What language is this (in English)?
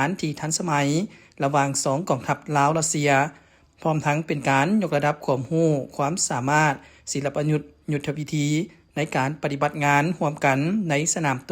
Lao